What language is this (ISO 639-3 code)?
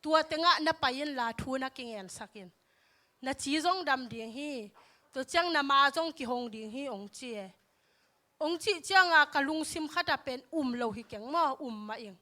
ctd